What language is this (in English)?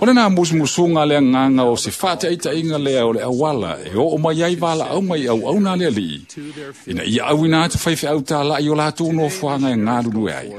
Samoan